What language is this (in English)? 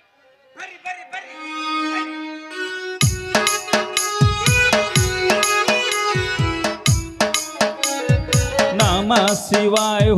Kannada